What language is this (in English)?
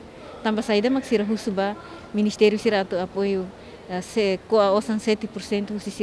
Tetum